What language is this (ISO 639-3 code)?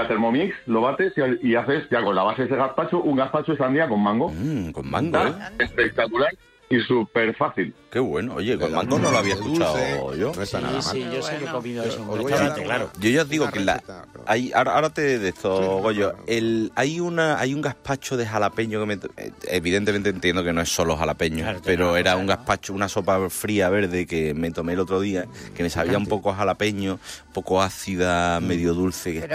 spa